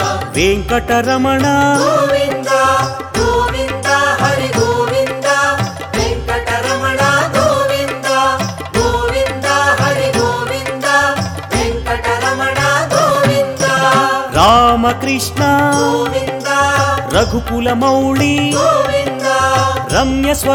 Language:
Telugu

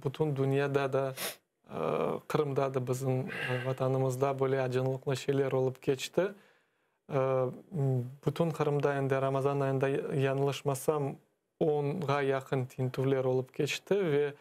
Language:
Crimean Tatar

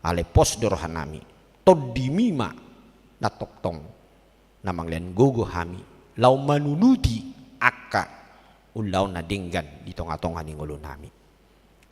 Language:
Batak Toba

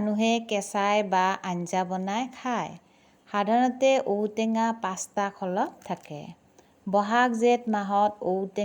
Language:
Assamese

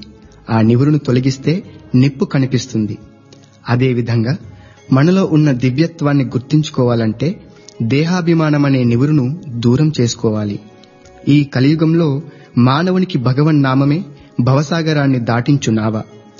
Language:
Telugu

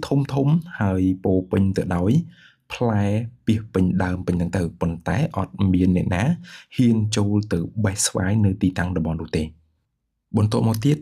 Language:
Khmer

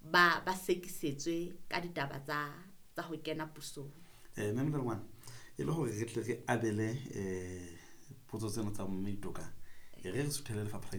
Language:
Southern Sotho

